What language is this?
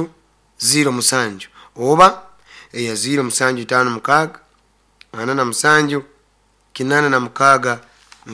Nyoro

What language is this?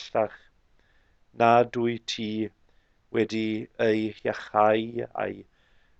Welsh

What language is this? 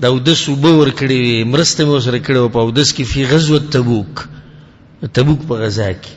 Pashto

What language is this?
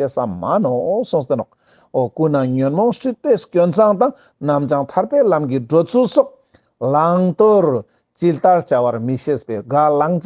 Ladakhi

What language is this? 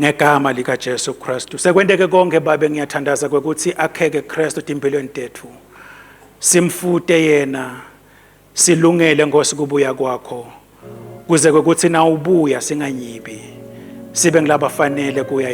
Swati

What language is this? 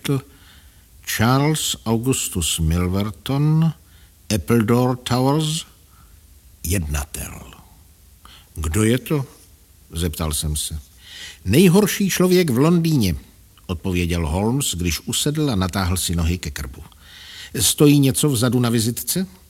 Czech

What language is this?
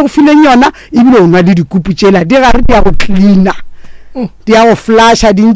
Northern Sotho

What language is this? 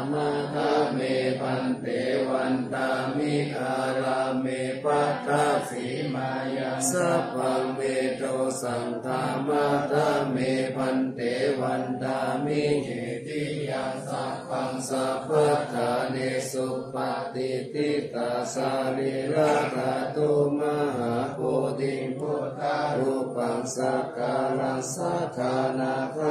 Pali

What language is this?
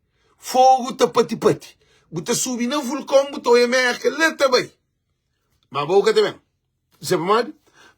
Kabuverdianu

